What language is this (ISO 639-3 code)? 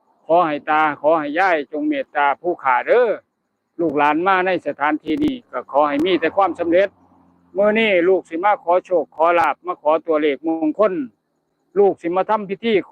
tts